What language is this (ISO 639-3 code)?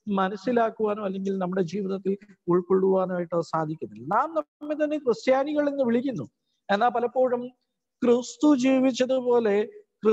mal